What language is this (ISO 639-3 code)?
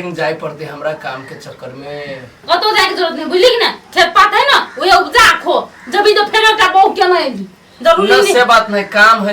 mai